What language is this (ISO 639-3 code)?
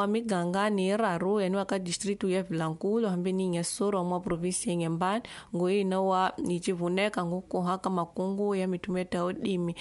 tso